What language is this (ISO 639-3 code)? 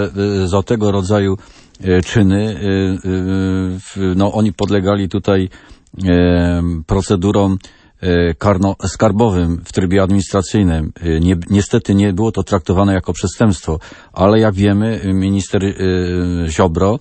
pol